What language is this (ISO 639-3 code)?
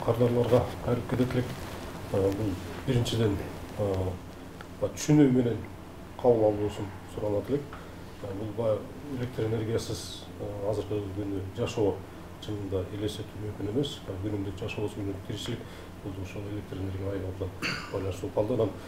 kir